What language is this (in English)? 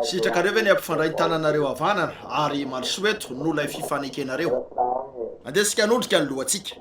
Malagasy